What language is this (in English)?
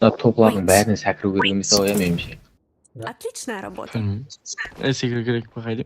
Kara-Kalpak